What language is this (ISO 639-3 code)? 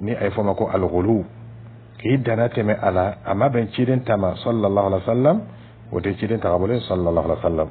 dyu